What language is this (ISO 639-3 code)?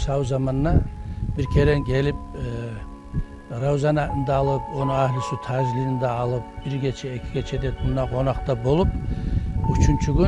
kum